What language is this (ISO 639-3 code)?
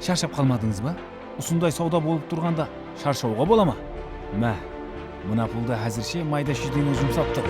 kaa